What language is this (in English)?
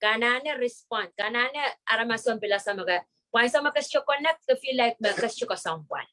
Pohnpeian